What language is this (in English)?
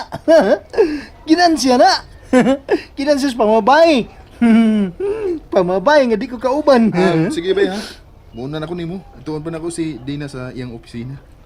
Cebuano